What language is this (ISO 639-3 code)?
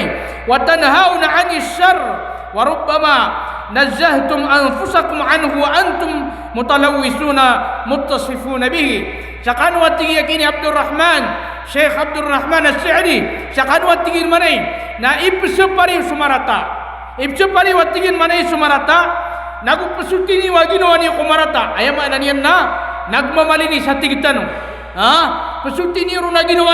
mrw